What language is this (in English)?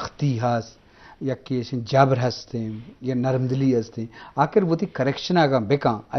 Eastern Balochi